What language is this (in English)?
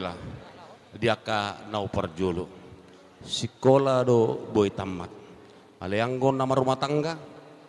Batak Toba